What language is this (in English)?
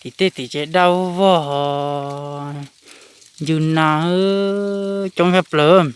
Hmong